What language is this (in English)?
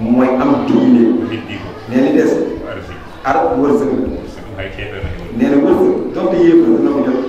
Wolof